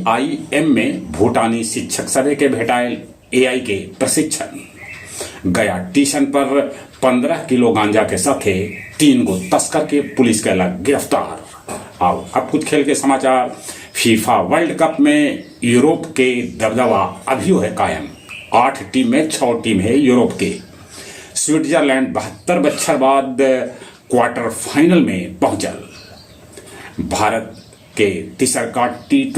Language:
Magahi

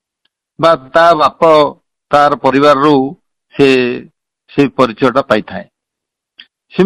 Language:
Odia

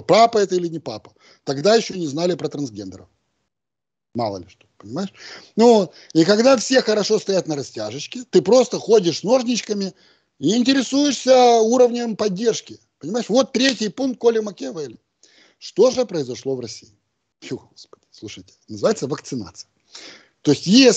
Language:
Russian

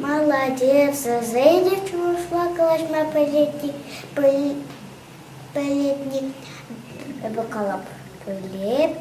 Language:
Chuvash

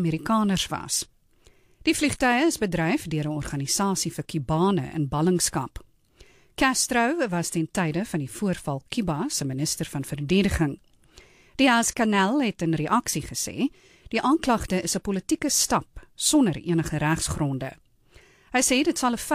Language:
Afrikaans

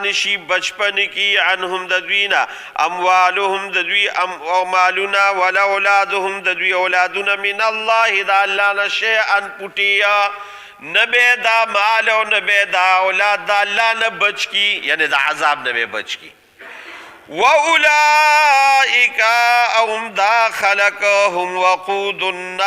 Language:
Pashto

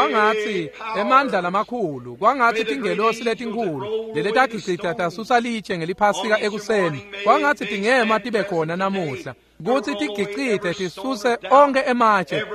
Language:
Swati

